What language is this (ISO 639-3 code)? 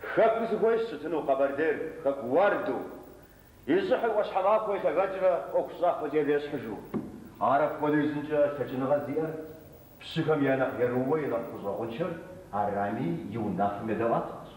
kbd